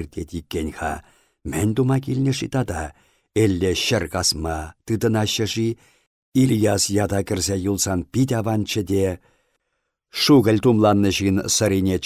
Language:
Chuvash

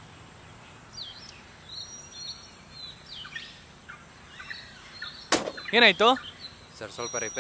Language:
Kannada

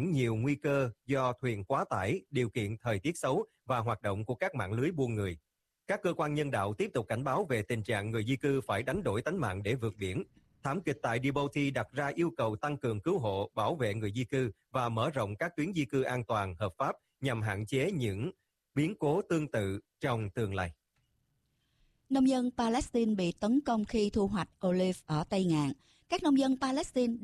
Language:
Vietnamese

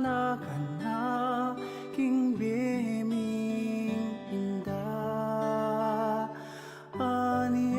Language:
Pampanga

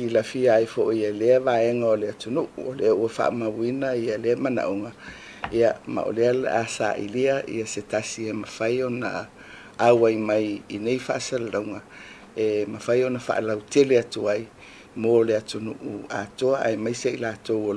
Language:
Samoan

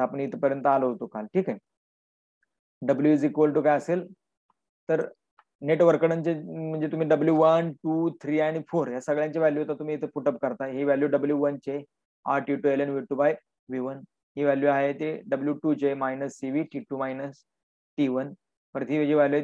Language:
Marathi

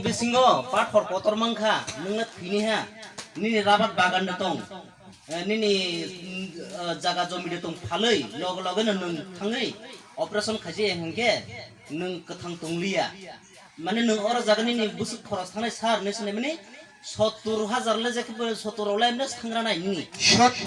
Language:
Kok Borok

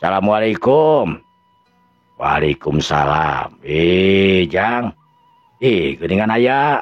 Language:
Sundanese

